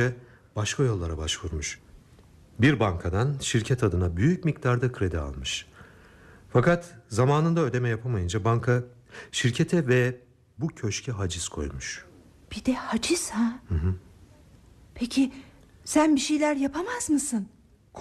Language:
Turkish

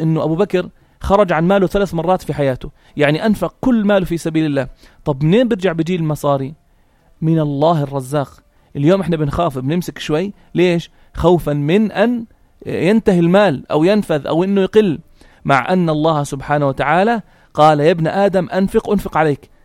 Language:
North Levantine Arabic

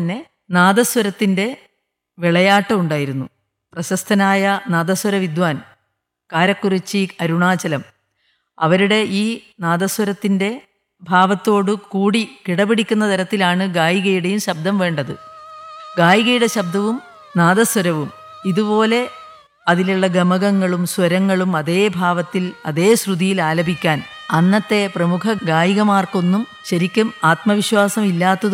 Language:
Malayalam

